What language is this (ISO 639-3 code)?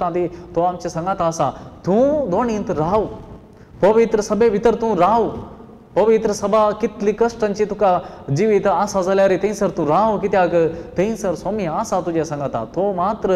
kok